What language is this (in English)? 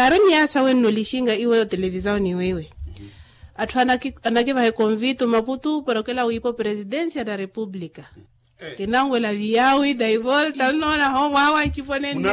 Makhuwa